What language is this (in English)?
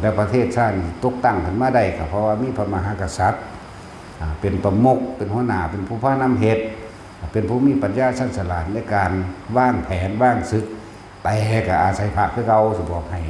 Northeastern Thai